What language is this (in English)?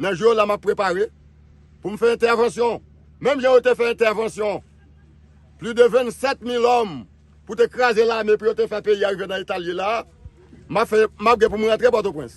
Haitian Creole